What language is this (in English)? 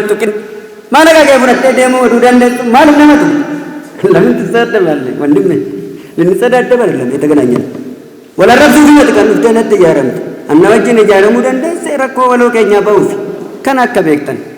Oromo